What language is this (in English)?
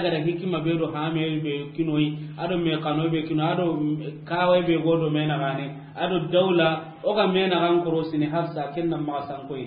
Soninke